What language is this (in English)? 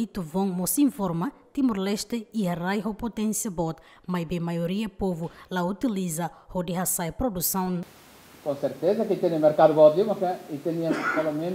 Tetum